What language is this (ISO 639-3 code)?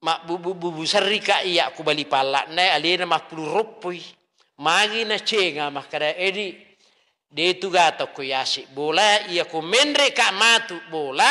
bug